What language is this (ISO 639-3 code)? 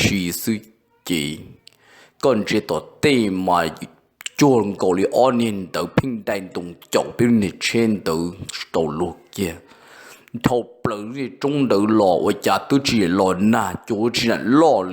hmn